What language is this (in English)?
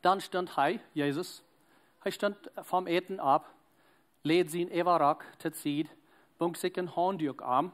Plautdietsch